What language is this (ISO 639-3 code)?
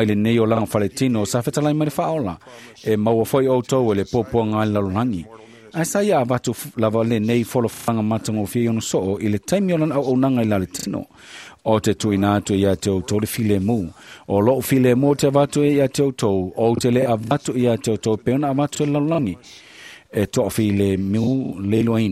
smo